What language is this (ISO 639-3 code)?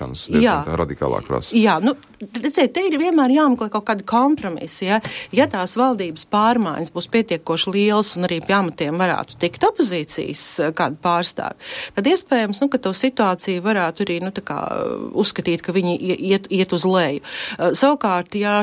lav